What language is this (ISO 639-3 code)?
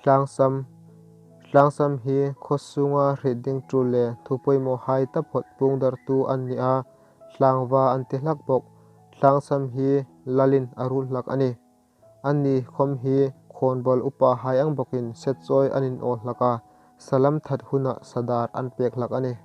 hmr